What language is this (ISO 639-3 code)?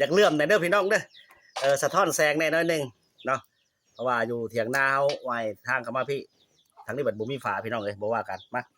lao